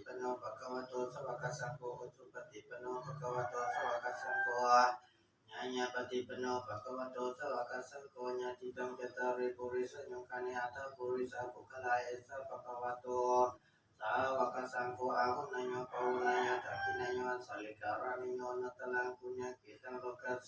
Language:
Pali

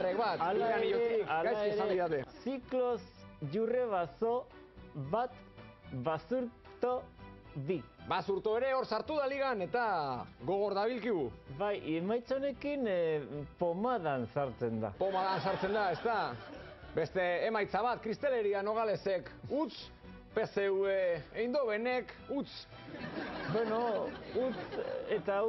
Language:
Basque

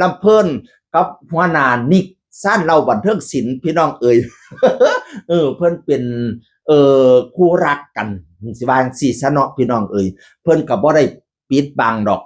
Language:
Northeastern Thai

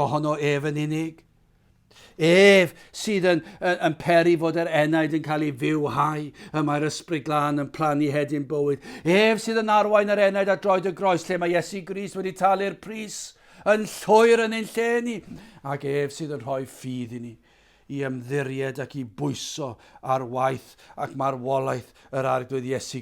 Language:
Welsh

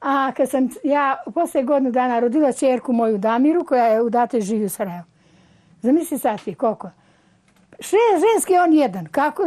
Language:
Bosnian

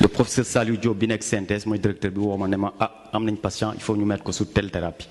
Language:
Wolof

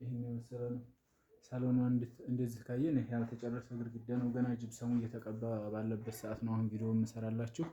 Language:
Amharic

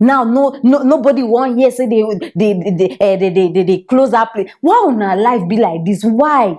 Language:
Nigerian Pidgin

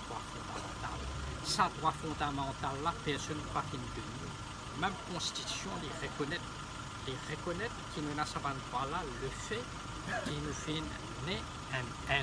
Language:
Morisyen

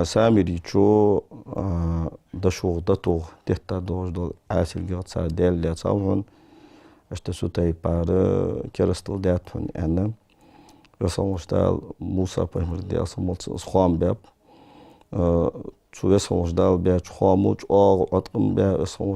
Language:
Ingush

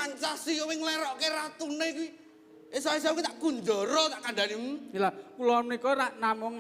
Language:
Javanese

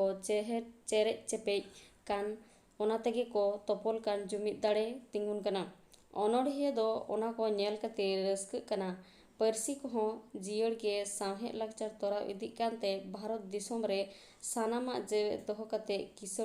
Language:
Santali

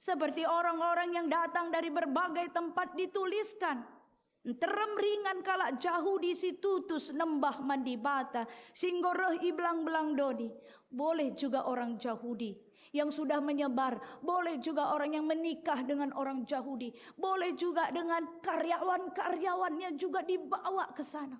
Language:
Batak Karo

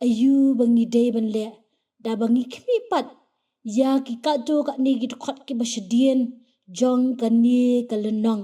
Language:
Khasi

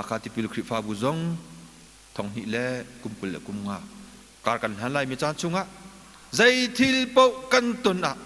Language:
Hakha Chin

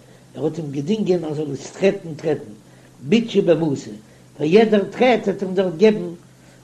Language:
Yiddish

